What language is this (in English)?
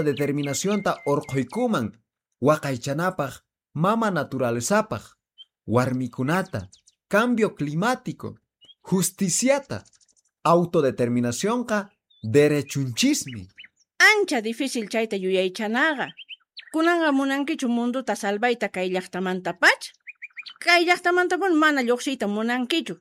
Quechua